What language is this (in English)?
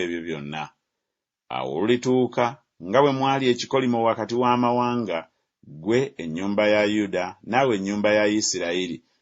Ganda